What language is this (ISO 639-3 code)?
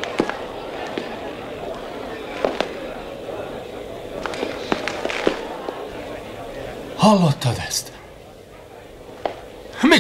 hun